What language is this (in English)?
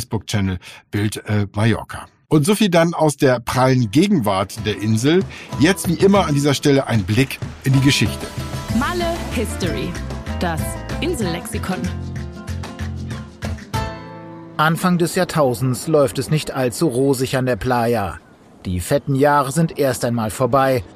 German